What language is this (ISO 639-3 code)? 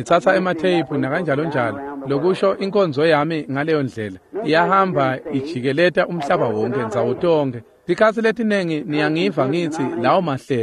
ssw